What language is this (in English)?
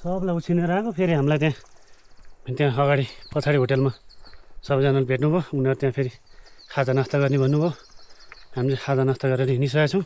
Nepali